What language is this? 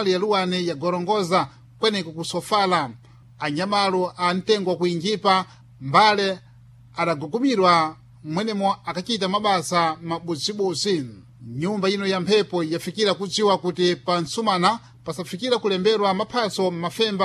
Sena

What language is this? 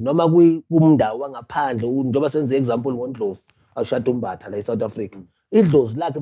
Zulu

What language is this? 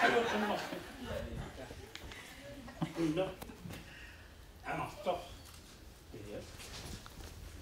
Kalaallisut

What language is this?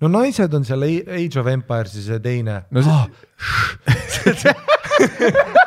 Estonian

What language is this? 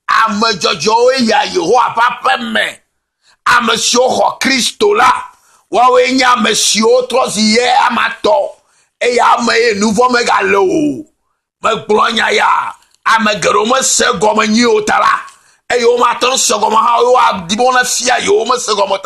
Ewe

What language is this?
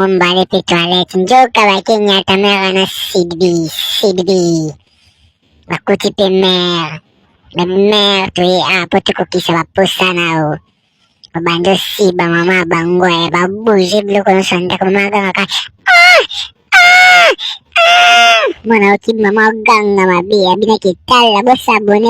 Lingala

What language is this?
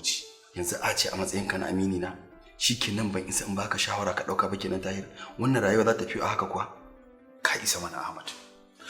Hausa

